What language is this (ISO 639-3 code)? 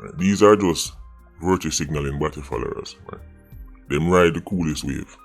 jam